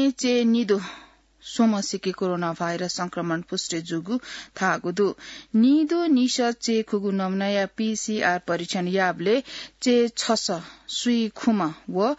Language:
Newari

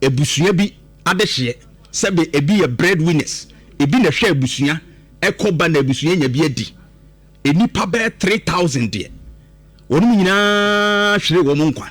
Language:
Akan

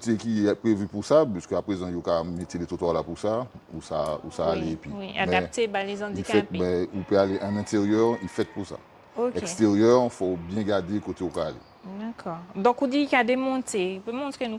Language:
Guadeloupean Creole French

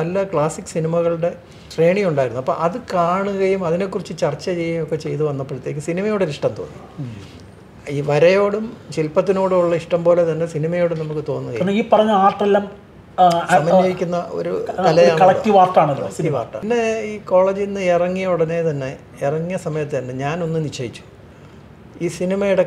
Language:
Malayalam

